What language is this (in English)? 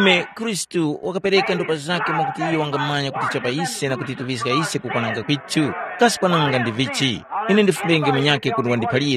Tumbuka